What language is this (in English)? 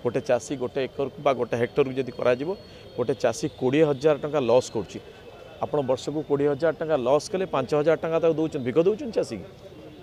Odia